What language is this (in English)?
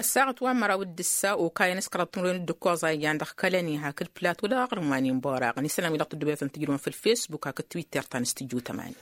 Tamasheq